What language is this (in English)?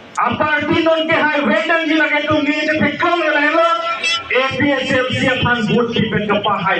Karbi